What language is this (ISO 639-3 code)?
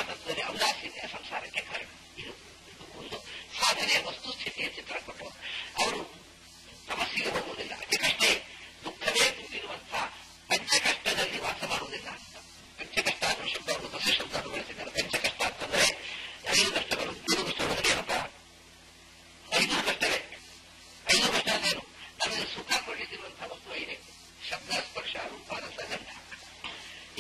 kan